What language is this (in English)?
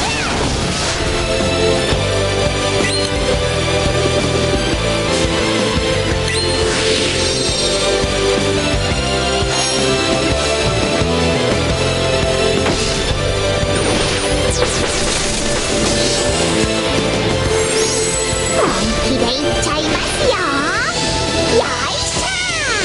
Japanese